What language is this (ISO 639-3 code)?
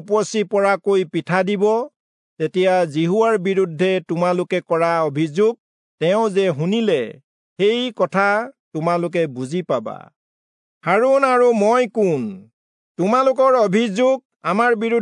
asm